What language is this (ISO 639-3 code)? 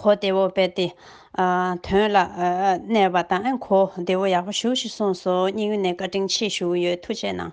bod